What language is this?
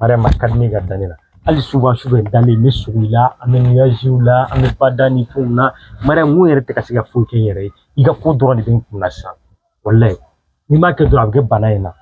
Bambara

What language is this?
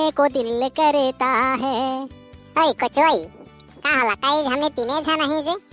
Sadri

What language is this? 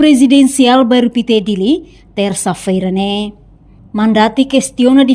Tetum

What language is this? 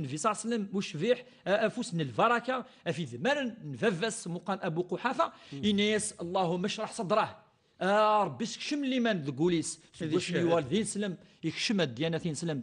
Kabyle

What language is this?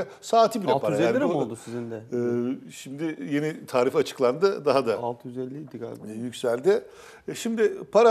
Turkish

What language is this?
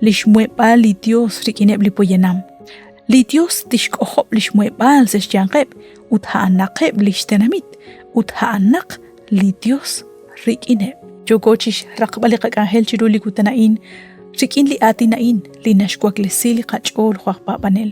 Kekchí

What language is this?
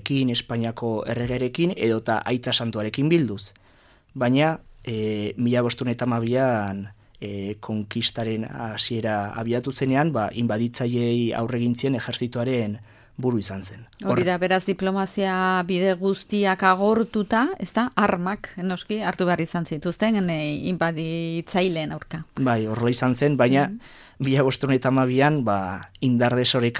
Basque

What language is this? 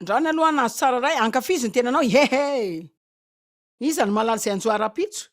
Malagasy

